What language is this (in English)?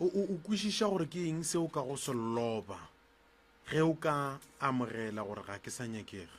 Northern Sotho